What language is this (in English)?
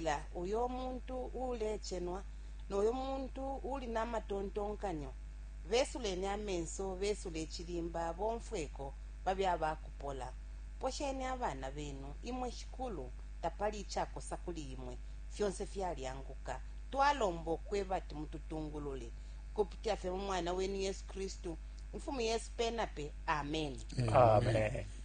Bemba